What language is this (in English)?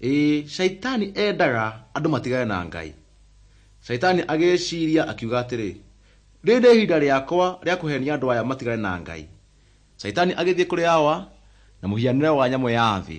Kikuyu